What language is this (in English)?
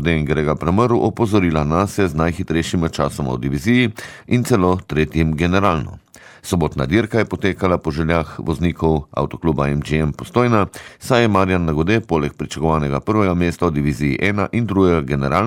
Slovenian